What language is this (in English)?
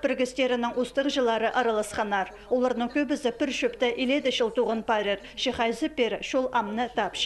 Khakas